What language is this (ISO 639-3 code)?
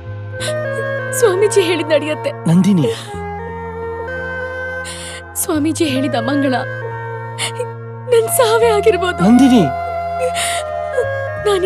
kan